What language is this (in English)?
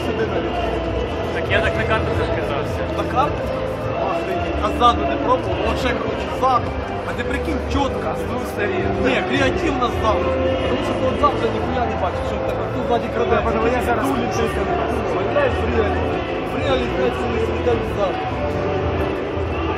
Ukrainian